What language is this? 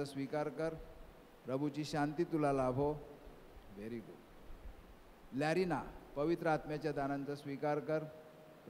Marathi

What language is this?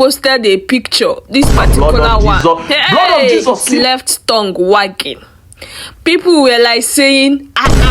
Nigerian Pidgin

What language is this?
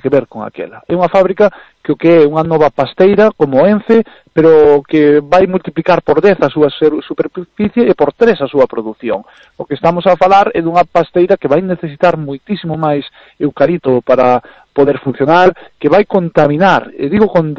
Galician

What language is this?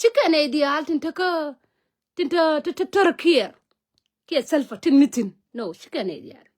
Nuer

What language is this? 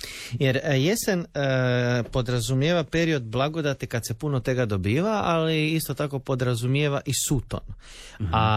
Croatian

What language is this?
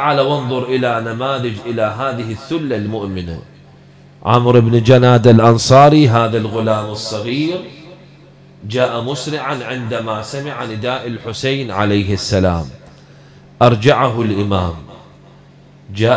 Arabic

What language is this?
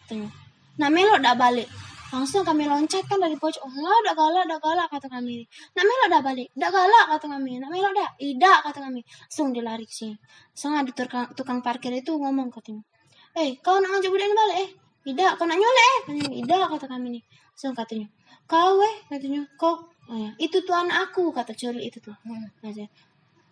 Musi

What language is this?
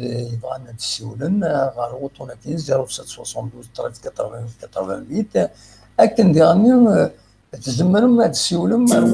Kabyle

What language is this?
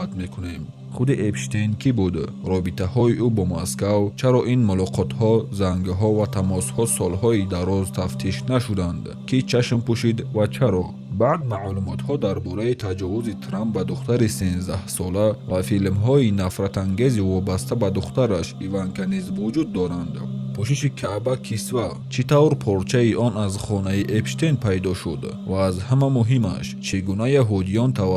Tajik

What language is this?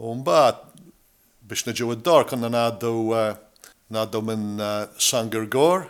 Maltese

